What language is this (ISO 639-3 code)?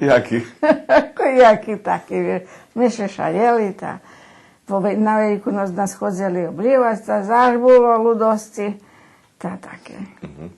rue